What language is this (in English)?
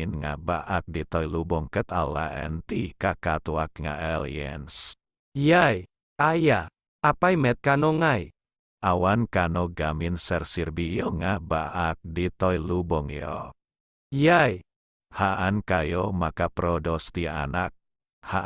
Iloko